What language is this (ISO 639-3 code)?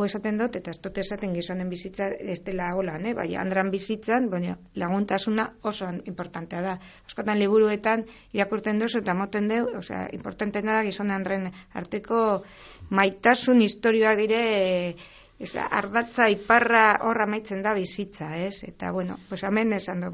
eus